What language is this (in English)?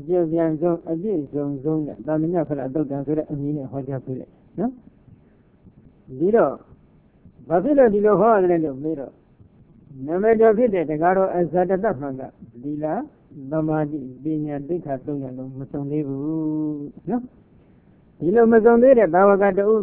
Burmese